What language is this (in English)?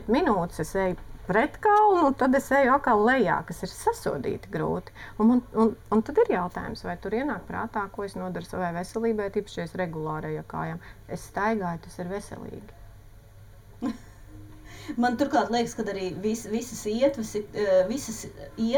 Latvian